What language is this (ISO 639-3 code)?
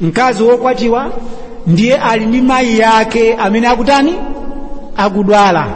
nya